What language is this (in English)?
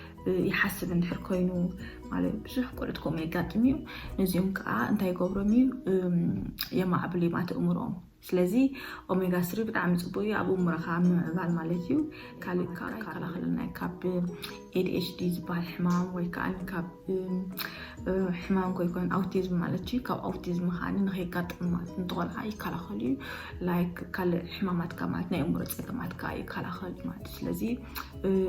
Tigrinya